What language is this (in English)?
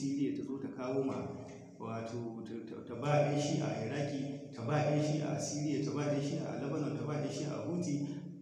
Hausa